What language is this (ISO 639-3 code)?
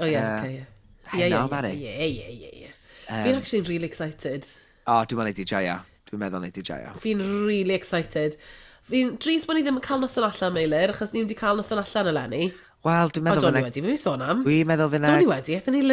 cym